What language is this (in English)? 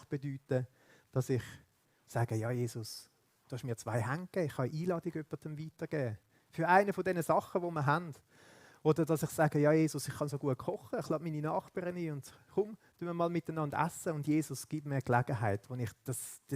Swiss German